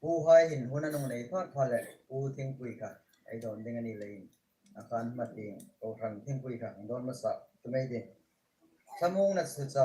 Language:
Hmar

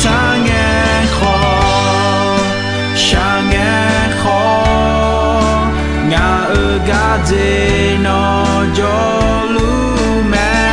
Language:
Akha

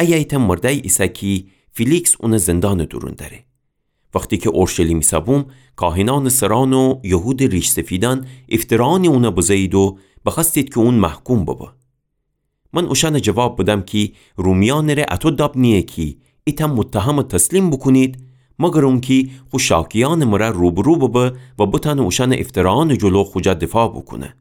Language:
Gilaki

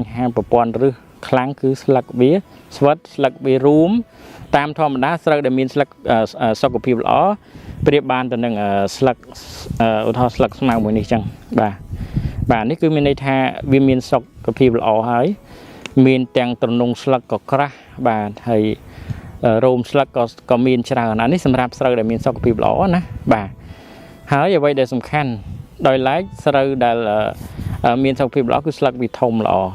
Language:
Khmer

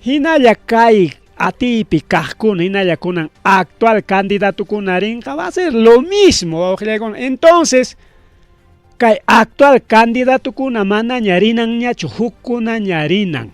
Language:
Ayacucho Quechua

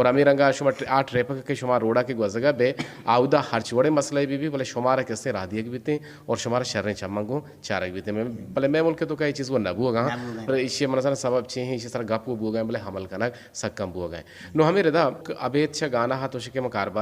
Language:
Eastern Balochi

